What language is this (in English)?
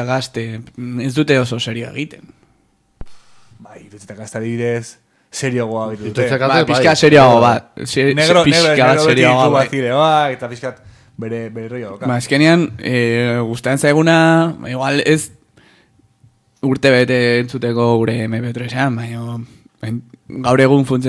Basque